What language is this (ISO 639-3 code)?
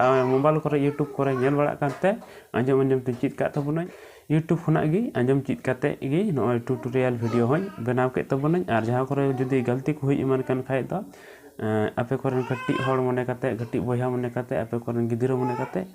sat